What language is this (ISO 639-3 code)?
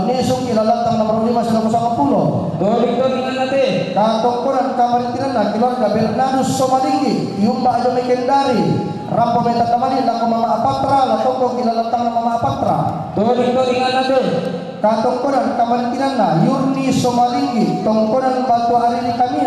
sda